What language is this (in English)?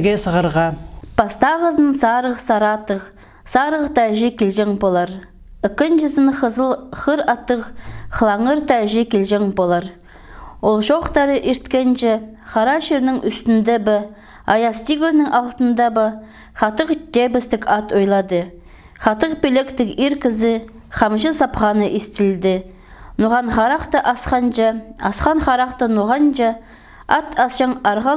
Khakas